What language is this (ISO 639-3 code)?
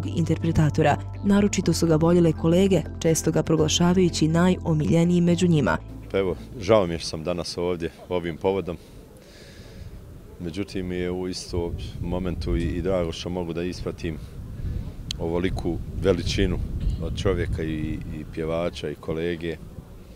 bos